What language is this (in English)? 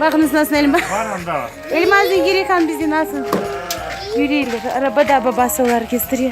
Crimean Tatar